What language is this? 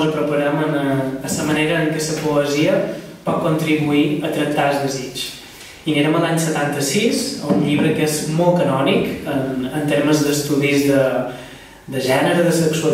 Catalan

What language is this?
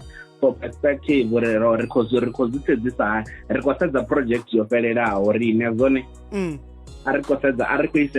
Venda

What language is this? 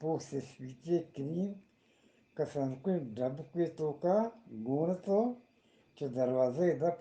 Eastern Balochi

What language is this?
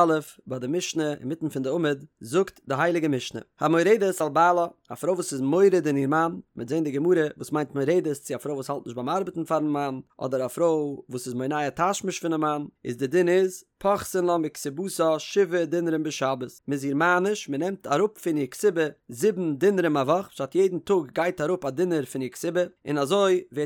Yiddish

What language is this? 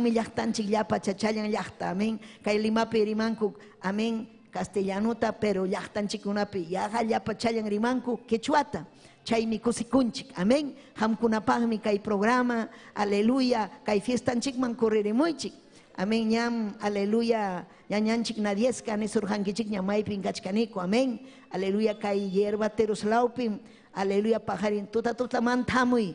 Ayacucho Quechua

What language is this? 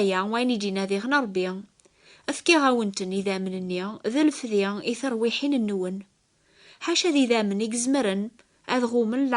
Kabyle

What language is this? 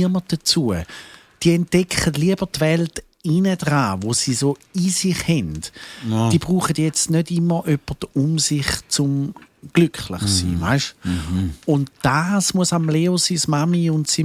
Swiss German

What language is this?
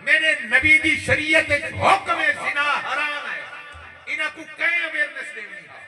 Saraiki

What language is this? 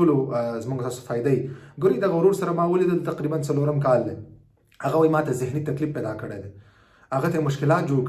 Pashto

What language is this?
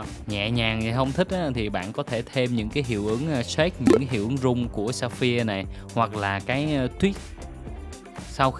Vietnamese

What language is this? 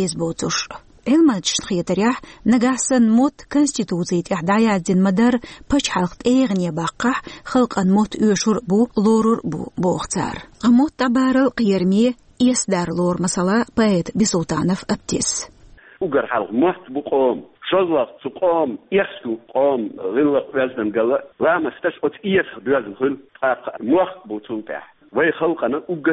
Chechen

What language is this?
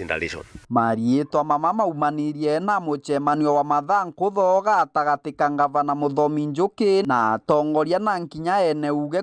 Meru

